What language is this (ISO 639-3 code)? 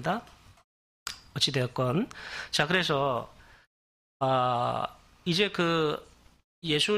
kor